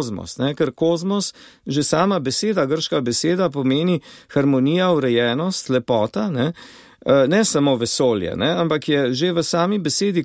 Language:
Slovenian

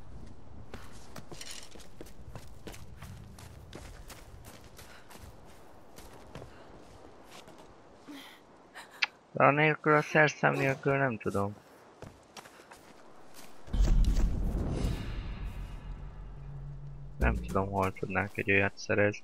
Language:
Hungarian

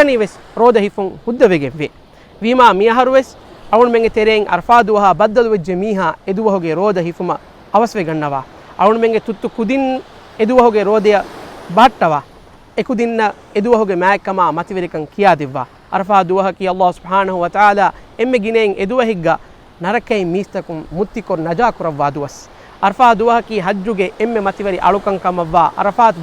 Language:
Divehi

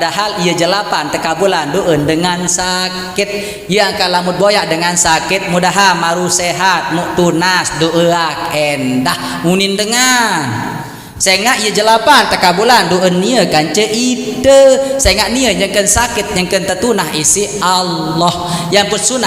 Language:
Sasak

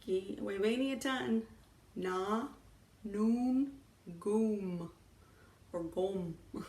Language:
Chippewa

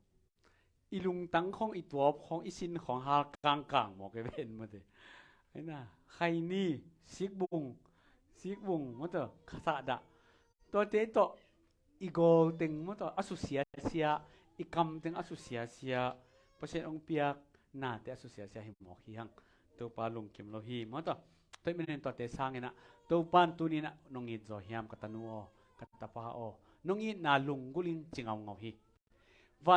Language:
Tedim Chin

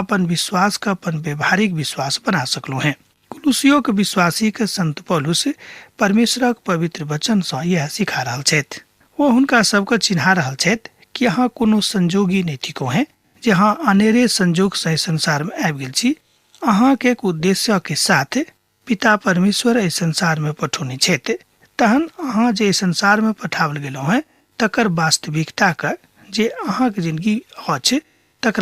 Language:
Maithili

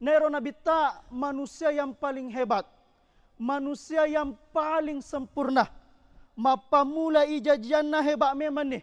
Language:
Buginese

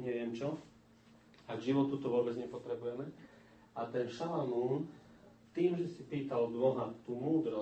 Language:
Slovak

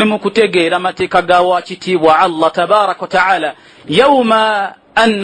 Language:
Ganda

